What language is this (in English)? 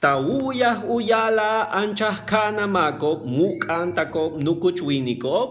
Yucateco